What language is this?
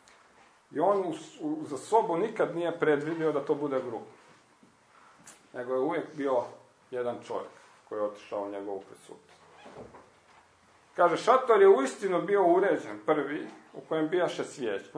Croatian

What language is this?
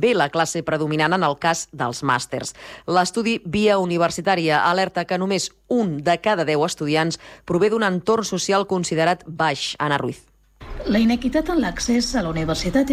Catalan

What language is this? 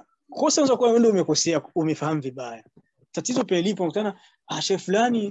Swahili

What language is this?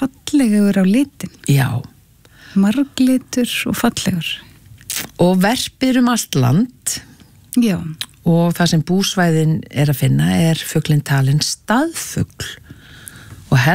Icelandic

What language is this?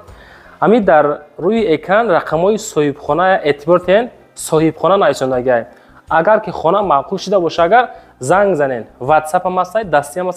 Tajik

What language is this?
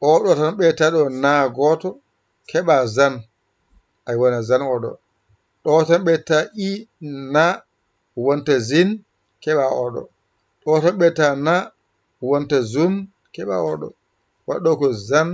Fula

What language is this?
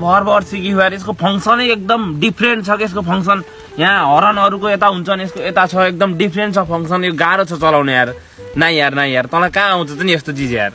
Nepali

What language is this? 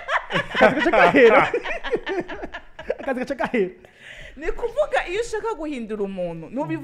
Rundi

